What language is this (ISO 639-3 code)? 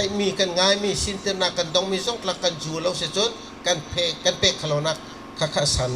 bgr